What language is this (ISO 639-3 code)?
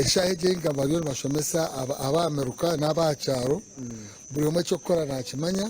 nyn